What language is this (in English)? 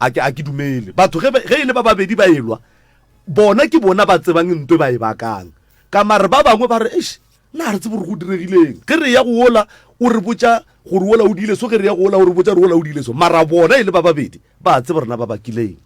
Northern Sotho